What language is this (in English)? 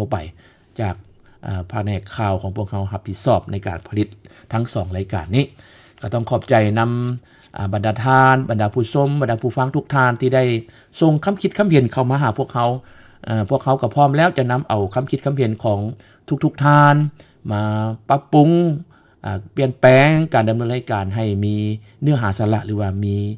Lao